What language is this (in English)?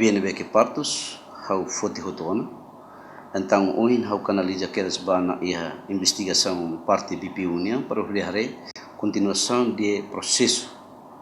Tetum